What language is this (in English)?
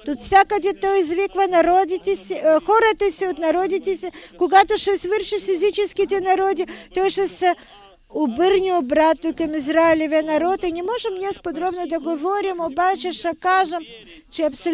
Bulgarian